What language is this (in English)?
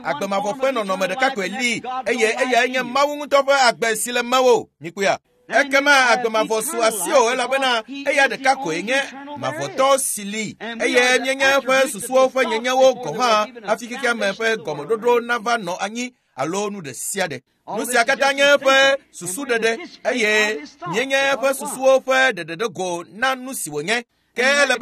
Ewe